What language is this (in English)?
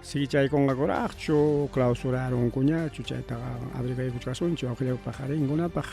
Ayacucho Quechua